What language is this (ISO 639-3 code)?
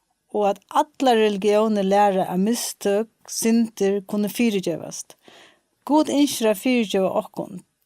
fao